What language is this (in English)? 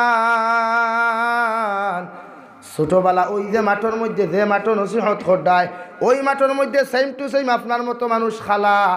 Sylheti